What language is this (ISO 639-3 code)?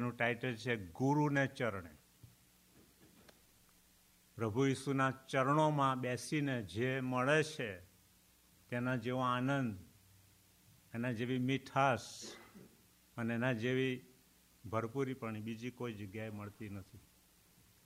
guj